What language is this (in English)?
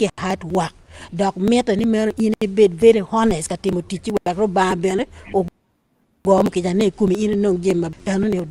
Acoli